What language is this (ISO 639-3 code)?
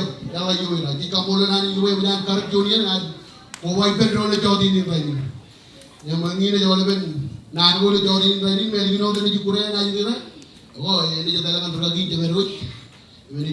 mah